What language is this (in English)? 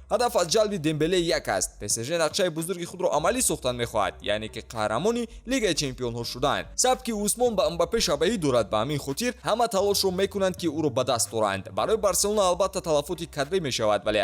Tajik